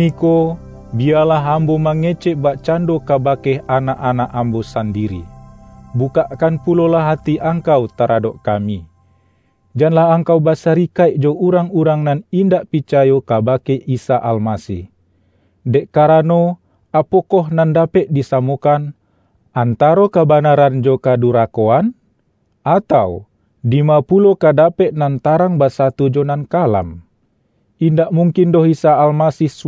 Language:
Minangkabau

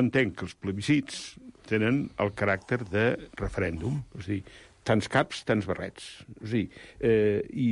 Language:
Catalan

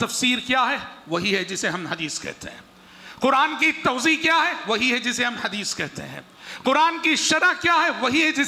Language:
Urdu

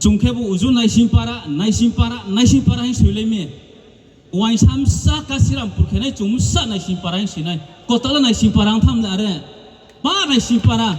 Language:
Riang (India)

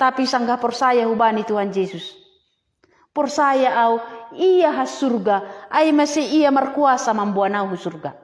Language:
Batak Simalungun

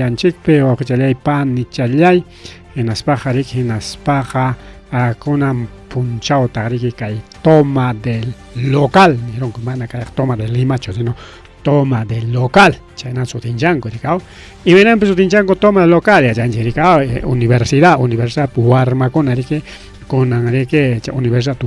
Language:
Ayacucho Quechua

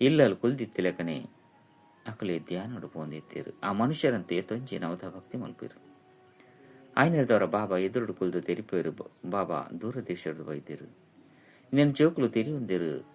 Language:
Tulu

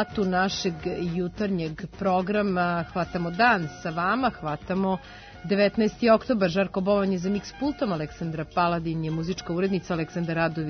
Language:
Serbian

